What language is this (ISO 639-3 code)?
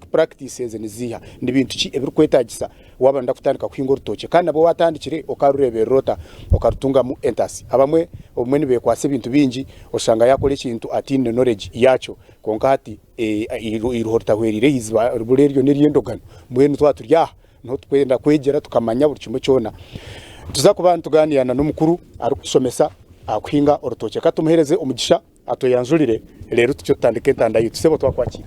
nyn